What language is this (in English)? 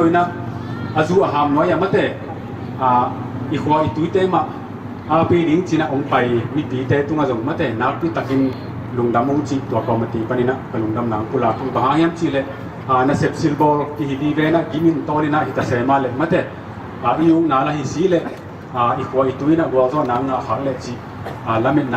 Tedim Chin